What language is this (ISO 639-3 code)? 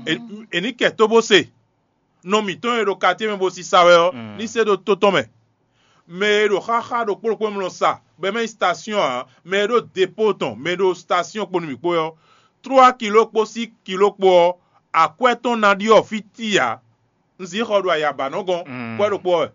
fon